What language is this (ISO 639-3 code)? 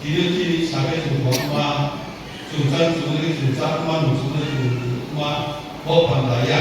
ria